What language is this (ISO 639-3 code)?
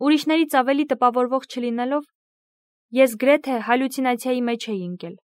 hye